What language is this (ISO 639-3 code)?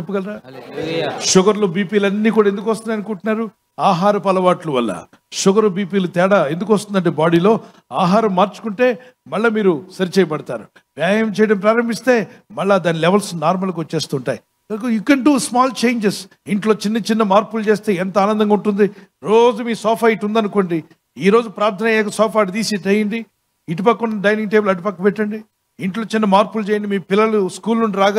tel